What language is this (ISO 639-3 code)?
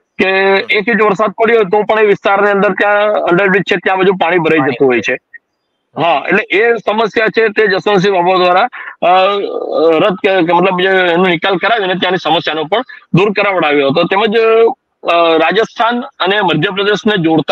guj